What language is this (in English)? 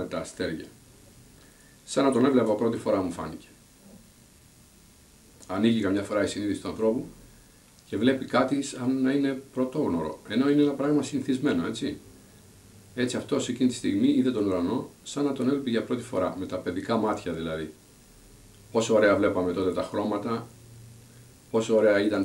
Greek